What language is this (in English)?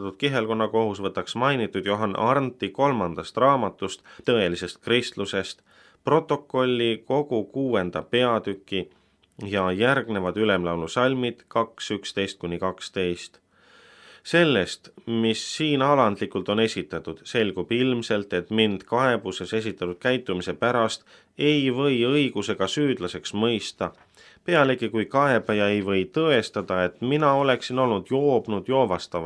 Estonian